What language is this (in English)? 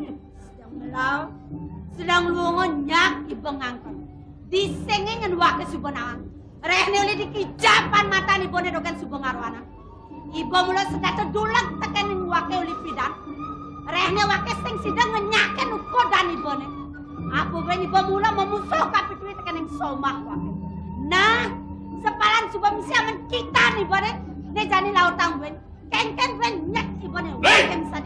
Balinese